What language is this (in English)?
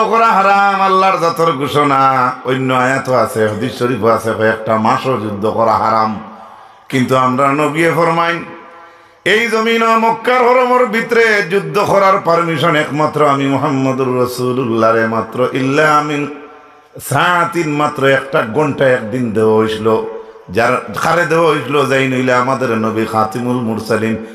Sylheti